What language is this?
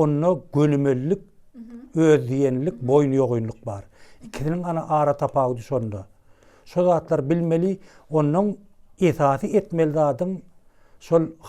Turkmen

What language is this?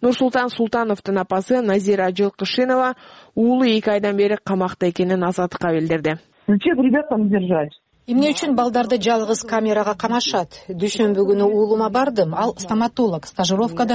Kyrgyz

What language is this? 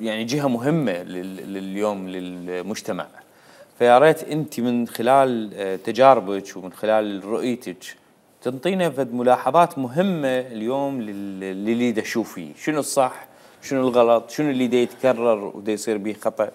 Mesopotamian Arabic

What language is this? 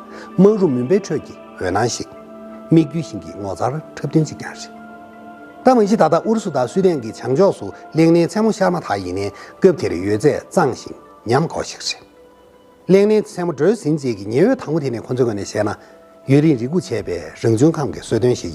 Tibetan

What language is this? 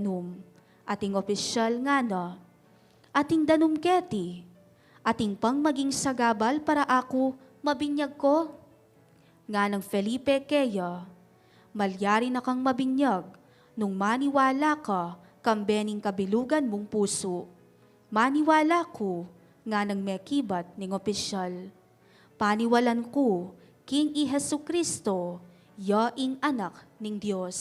Pampanga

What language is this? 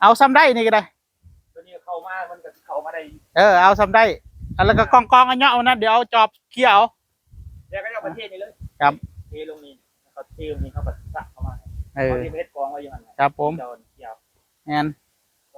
Northeastern Thai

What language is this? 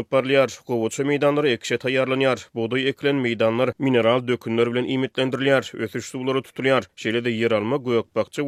Turkmen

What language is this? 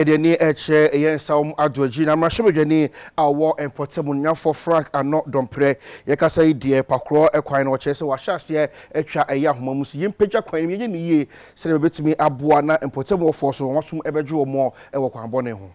Akan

